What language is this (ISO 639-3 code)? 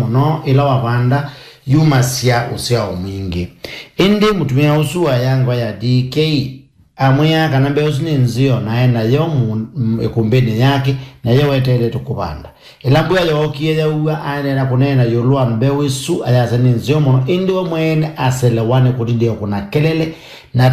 kam